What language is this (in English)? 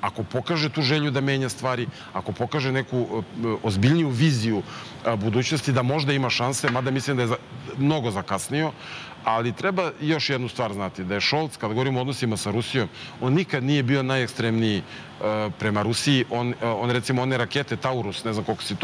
Serbian